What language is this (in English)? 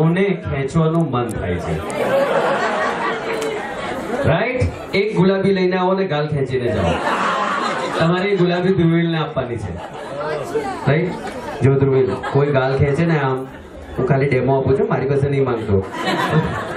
Gujarati